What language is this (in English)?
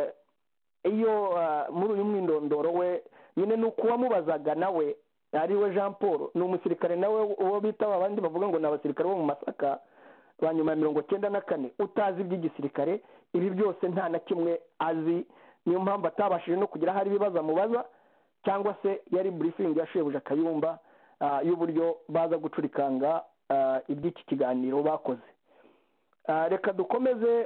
Kinyarwanda